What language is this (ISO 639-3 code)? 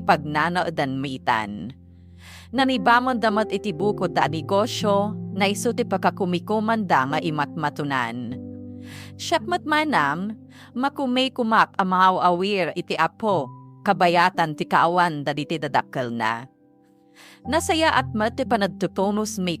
ilo